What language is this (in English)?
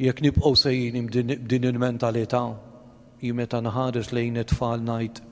Maltese